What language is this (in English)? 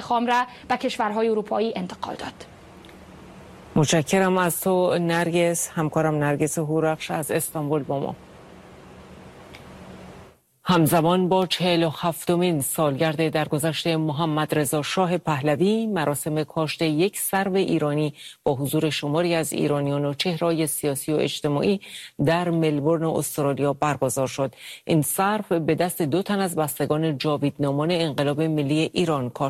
Persian